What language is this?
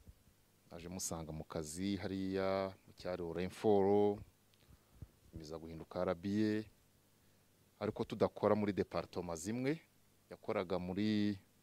Kinyarwanda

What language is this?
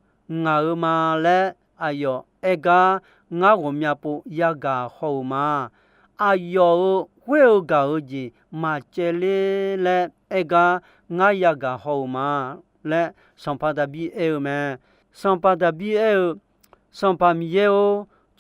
Akha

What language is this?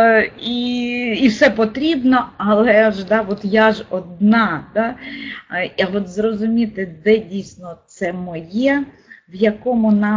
Ukrainian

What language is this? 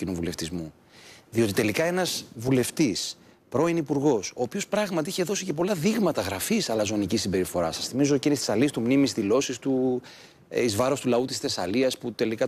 Greek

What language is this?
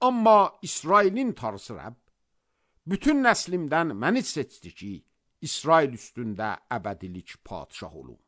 Azerbaijani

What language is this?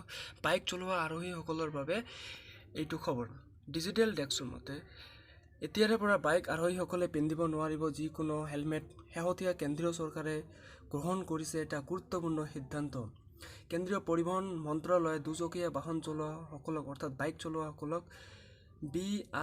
Assamese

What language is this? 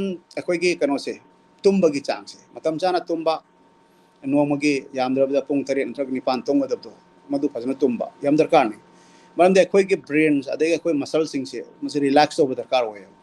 Manipuri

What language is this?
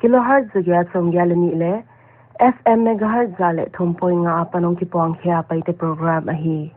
Paite Chin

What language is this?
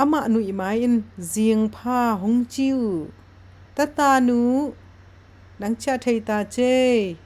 Tedim Chin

